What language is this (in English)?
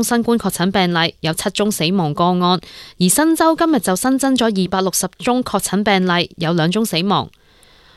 Cantonese